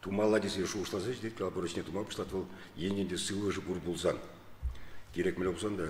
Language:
Chuvash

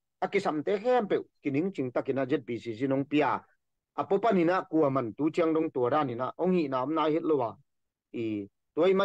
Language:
Tedim Chin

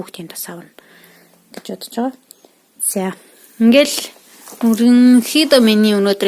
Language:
Mongolian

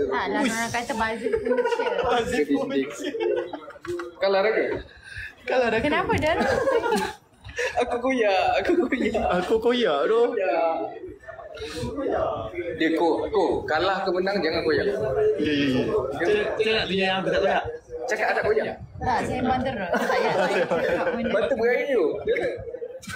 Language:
Malay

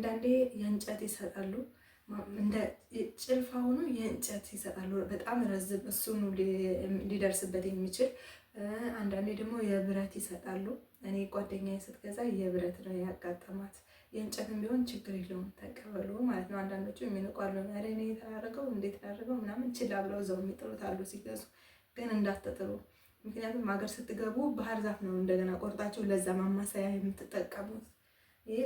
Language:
Amharic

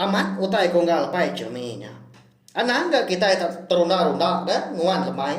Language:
Iban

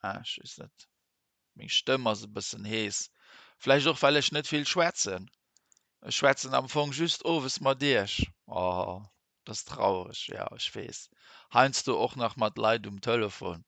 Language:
Luxembourgish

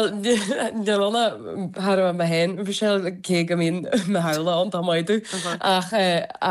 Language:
Irish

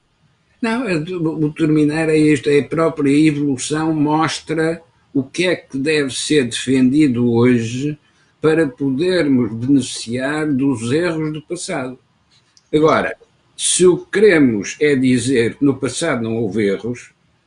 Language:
Portuguese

